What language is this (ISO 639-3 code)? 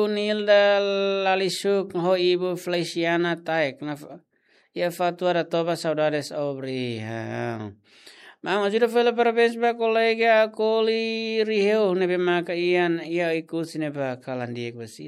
tet